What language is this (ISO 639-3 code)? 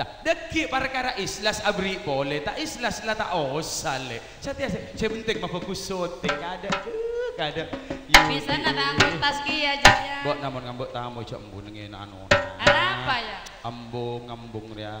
mad